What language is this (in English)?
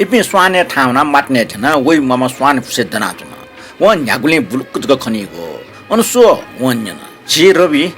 Newari